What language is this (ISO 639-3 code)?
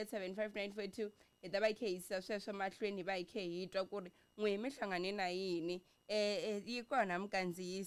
tso